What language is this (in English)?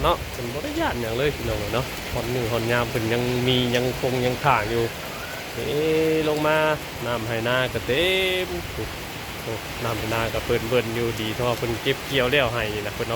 Northeastern Thai